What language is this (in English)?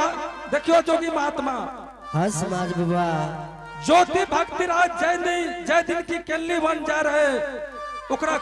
Angika